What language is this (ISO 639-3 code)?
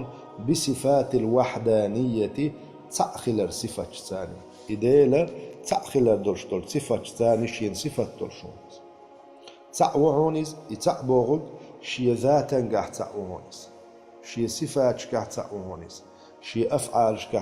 che